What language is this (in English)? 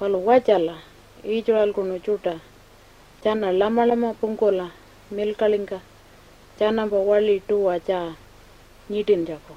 Pitjantjatjara